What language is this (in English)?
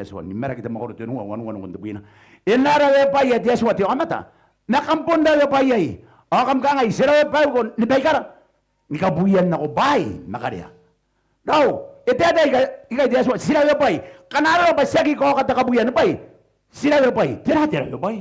Gilbertese